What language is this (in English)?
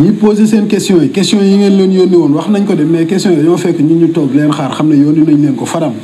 Wolof